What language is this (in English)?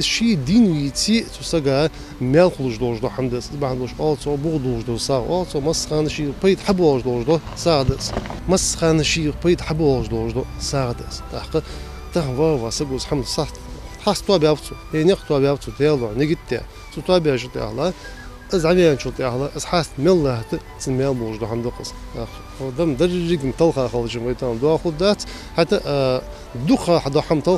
Ingush